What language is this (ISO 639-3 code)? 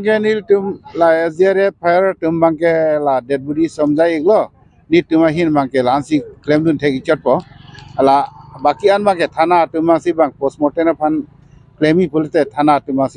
mjw